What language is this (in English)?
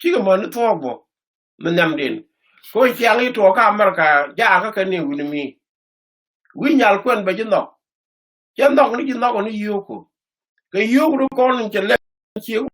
Nuer